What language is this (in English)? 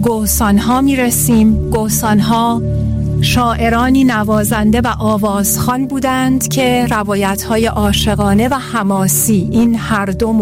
Persian